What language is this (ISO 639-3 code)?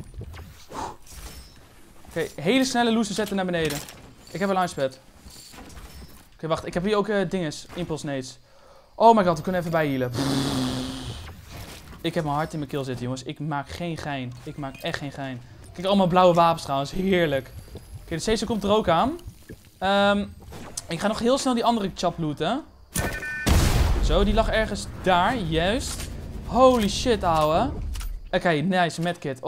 nld